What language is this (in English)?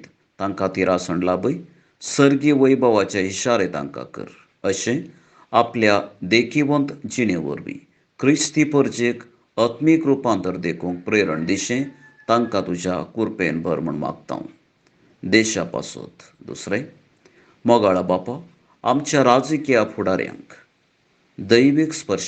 Konkani